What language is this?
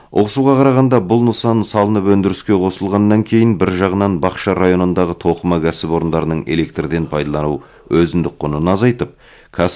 Kazakh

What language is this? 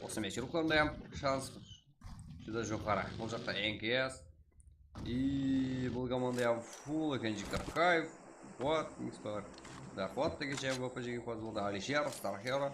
Kara-Kalpak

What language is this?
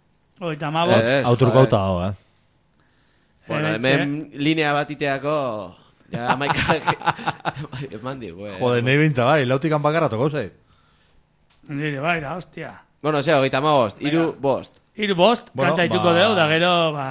Basque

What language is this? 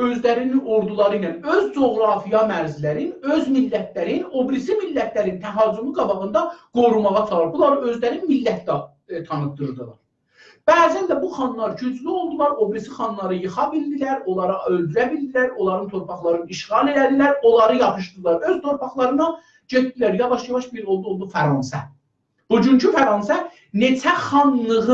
South Azerbaijani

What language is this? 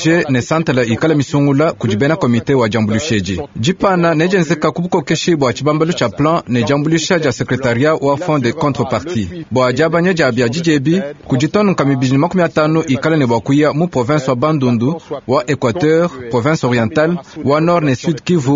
Luba-Lulua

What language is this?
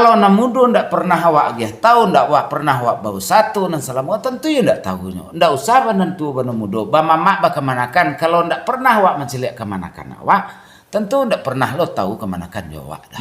Minangkabau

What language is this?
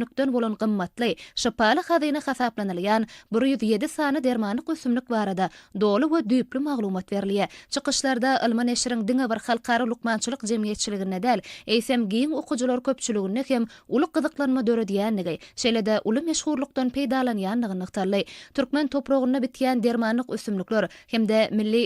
Turkmen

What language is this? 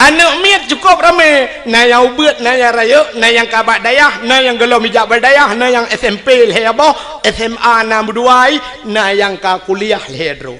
Achinese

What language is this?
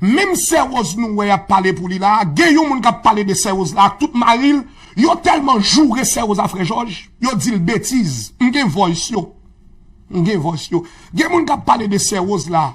Haitian Creole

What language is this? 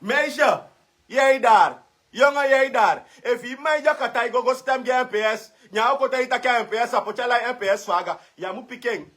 Sranan Tongo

